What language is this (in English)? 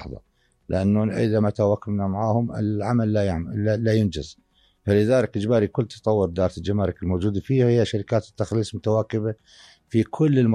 North Levantine Arabic